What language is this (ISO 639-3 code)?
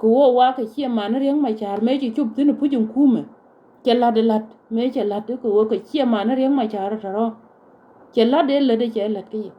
nus